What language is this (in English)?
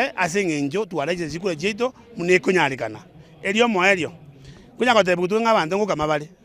Gusii